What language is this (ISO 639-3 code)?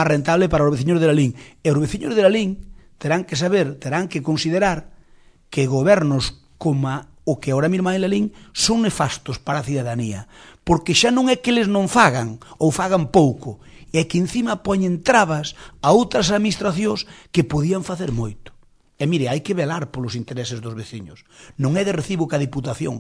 glg